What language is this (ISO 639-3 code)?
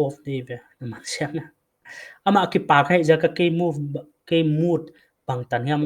pck